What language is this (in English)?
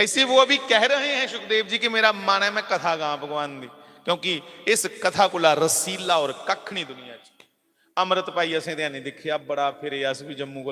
Dogri